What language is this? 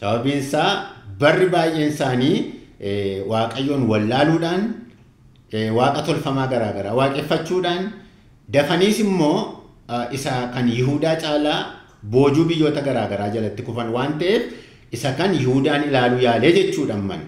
Oromo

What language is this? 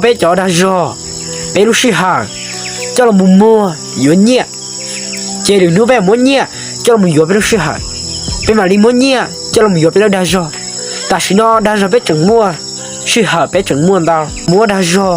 Hmong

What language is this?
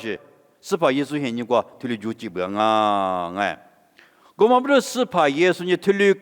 Lisu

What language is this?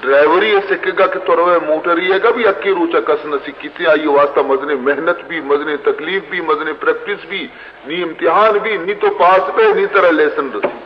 Baluchi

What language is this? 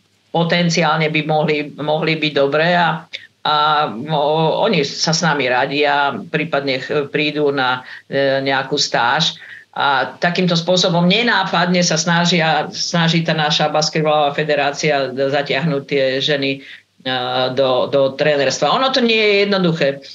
Slovak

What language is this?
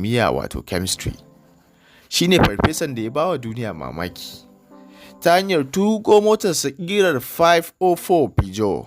Hausa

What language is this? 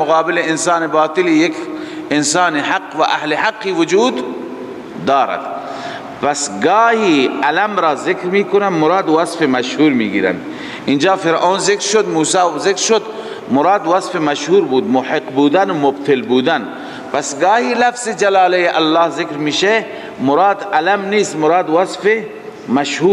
Persian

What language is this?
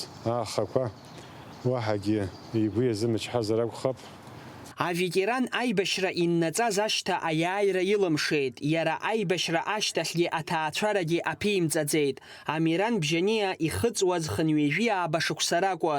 Abkhazian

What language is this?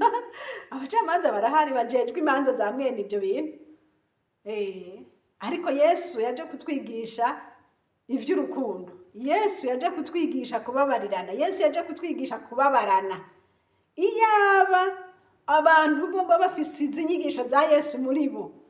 Rundi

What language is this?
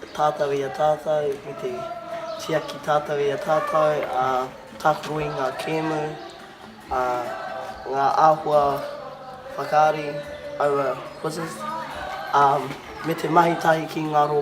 Māori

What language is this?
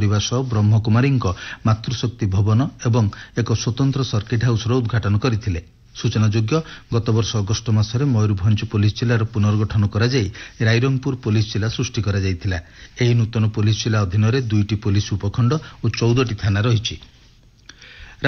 Odia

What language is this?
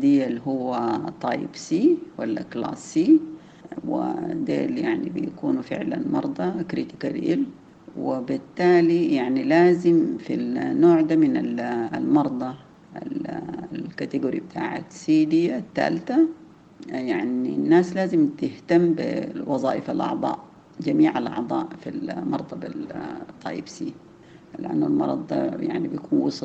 Sudanese Arabic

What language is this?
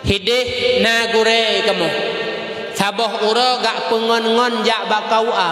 Achinese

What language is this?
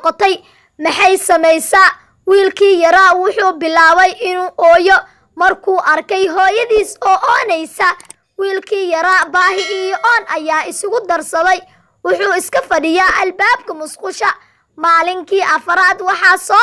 Somali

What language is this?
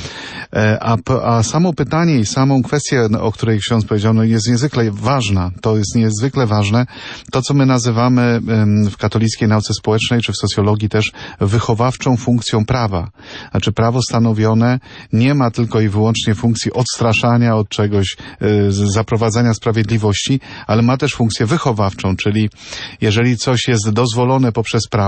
Polish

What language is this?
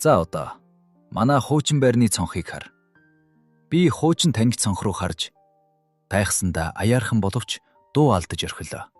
Mongolian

